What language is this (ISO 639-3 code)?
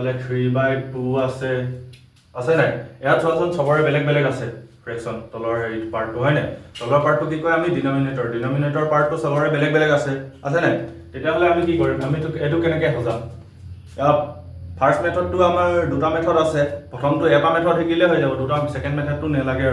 asm